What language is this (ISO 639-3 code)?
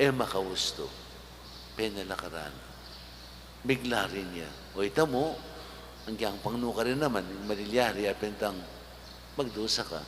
pam